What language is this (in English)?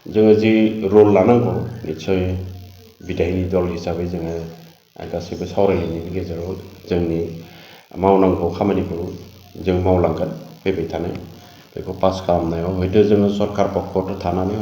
Bodo